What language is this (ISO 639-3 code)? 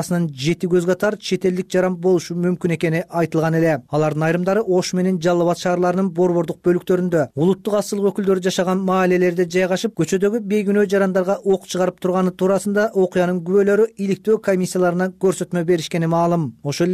kir